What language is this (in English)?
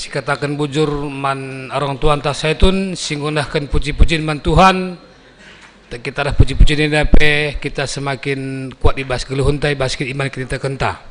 Batak Karo